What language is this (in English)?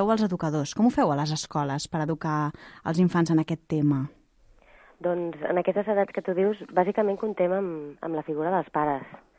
Catalan